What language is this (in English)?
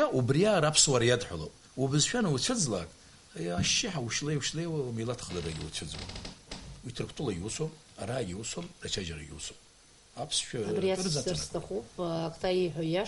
Abkhazian